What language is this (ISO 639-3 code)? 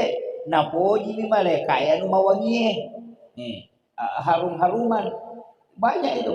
bug